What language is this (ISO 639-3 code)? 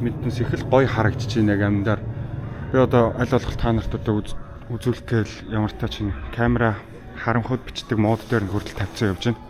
mon